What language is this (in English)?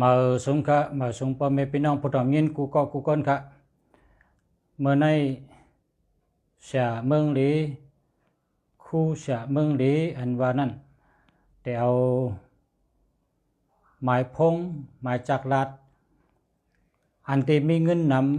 Shan